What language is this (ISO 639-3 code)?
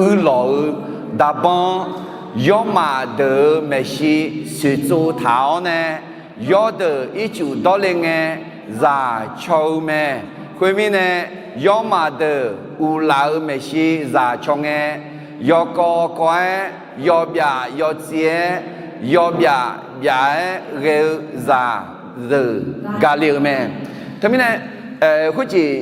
ahk